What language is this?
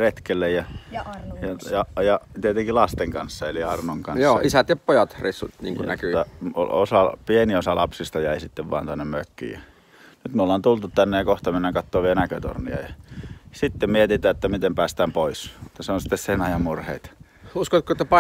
Finnish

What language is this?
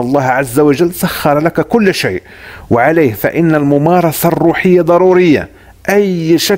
Arabic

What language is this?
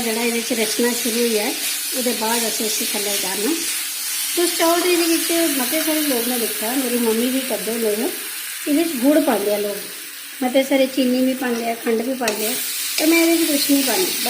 Dogri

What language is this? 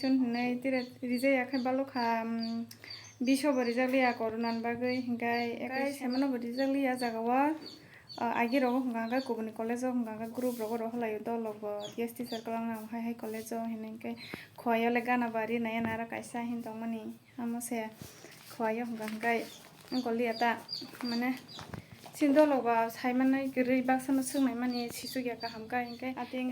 Kok Borok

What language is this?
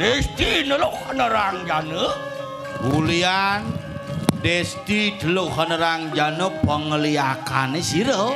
Balinese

